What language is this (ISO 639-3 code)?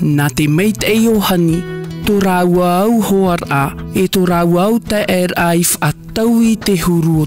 tah